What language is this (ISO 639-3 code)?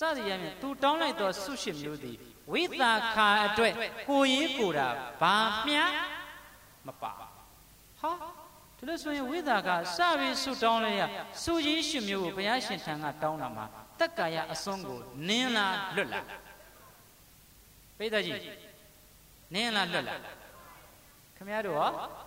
mya